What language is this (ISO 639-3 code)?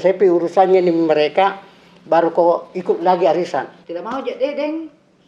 mfp